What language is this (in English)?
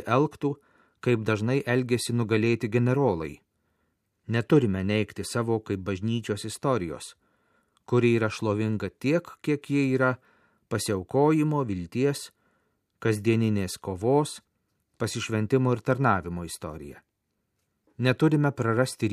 Lithuanian